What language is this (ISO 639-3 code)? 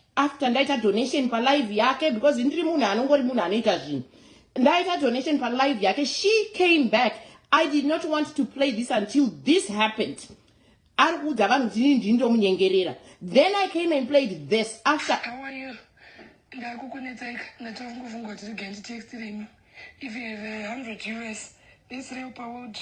sna